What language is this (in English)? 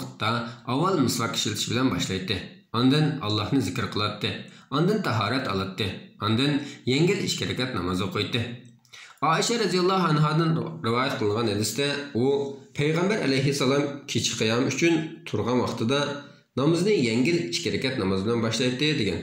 Uyghur